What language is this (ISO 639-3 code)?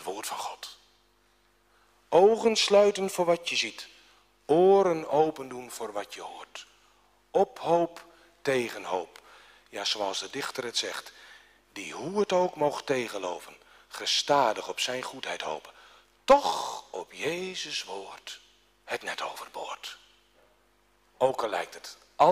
nld